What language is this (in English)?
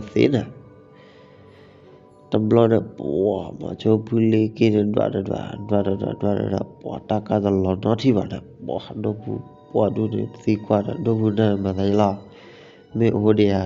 S'gaw Karen